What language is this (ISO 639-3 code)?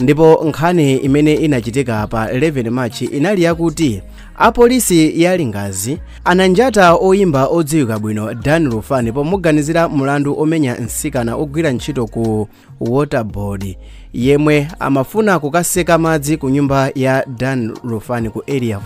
nya